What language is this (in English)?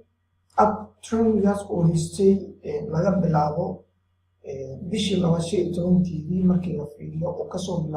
Somali